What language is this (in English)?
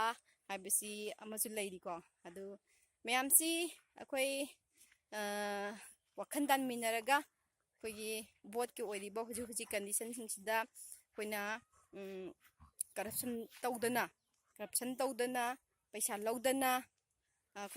Manipuri